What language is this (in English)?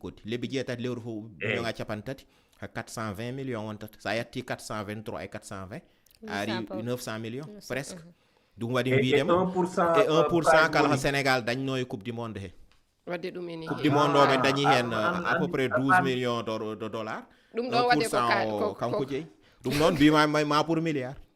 Fula